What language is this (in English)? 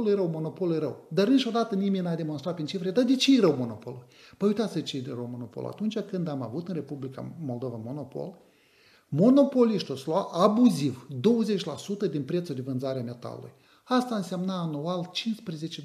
Romanian